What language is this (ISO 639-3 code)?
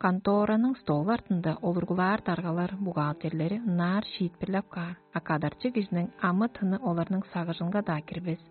tyv